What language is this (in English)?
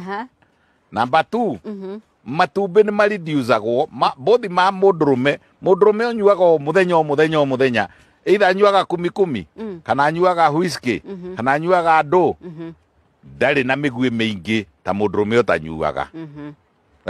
Kikuyu